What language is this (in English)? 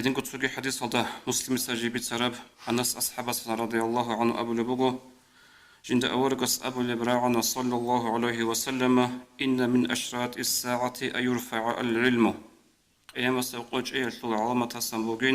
Avaric